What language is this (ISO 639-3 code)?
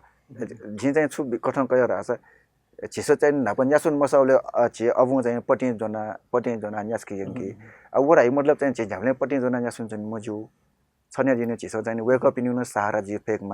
new